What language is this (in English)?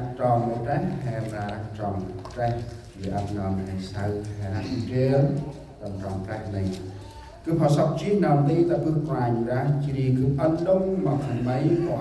Central Mnong